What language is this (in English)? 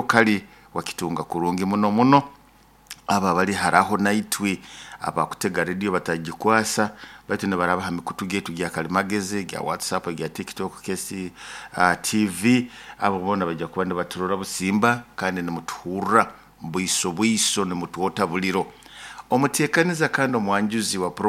Nyoro